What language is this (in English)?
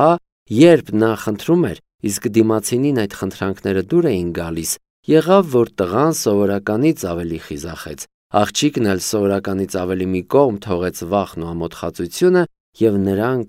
Armenian